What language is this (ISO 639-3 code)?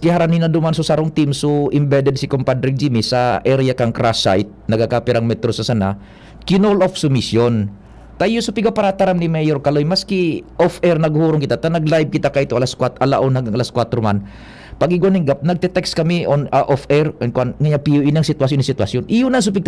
bik